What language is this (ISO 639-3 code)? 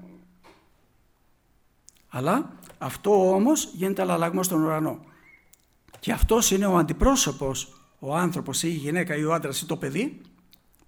ell